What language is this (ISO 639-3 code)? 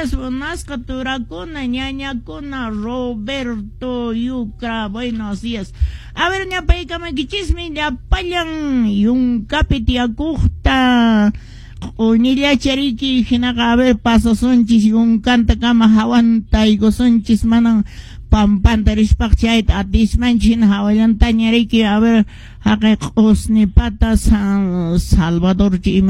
que